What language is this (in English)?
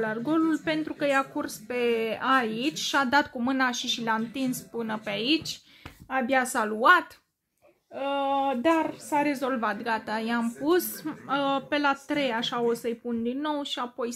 Romanian